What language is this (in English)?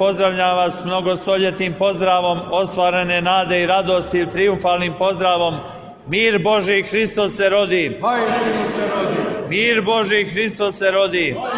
Serbian